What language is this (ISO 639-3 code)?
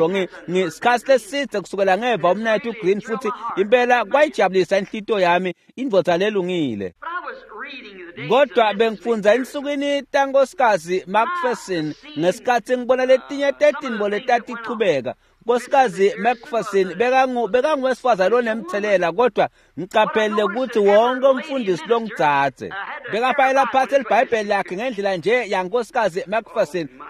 ssw